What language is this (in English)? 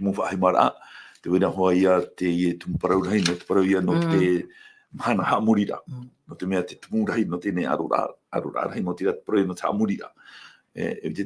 Tahitian